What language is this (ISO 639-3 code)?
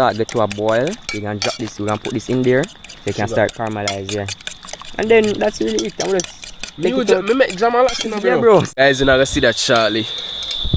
jam